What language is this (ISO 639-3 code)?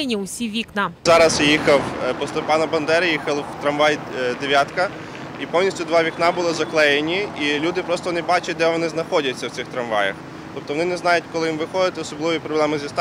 ukr